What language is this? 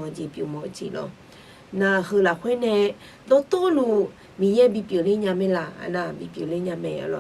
Akha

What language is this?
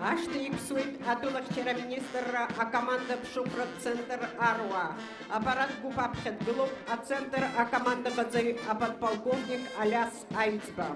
Abkhazian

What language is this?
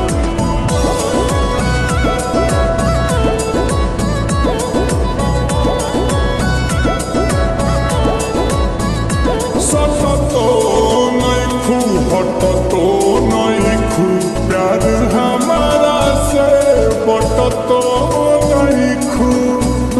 Bhojpuri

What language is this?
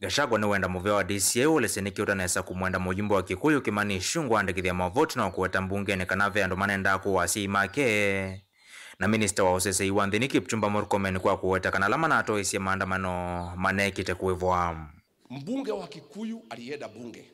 Kamba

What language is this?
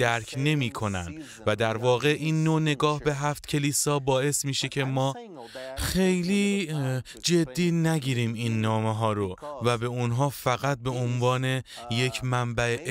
Persian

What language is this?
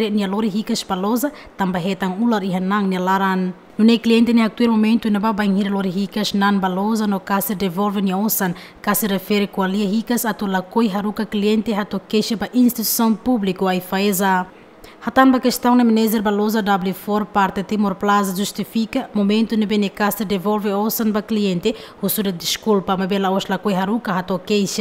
Tetum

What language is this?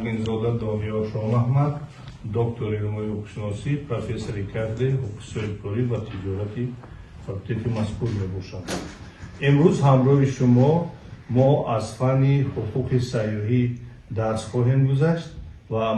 Tajik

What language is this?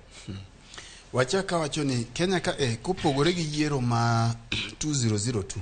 Luo (Kenya and Tanzania)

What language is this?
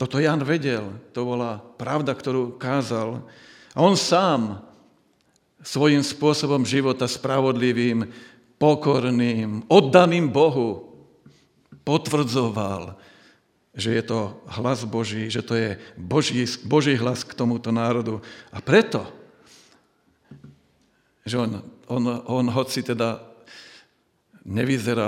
Slovak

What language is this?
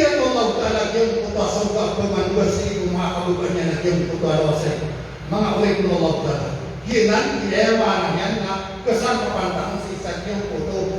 Maranao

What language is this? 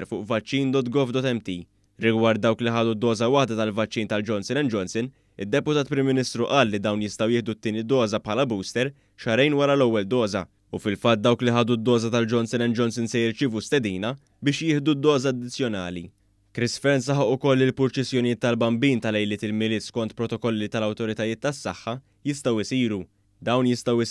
Maltese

